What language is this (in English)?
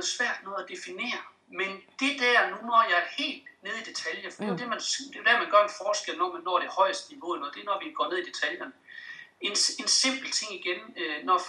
Danish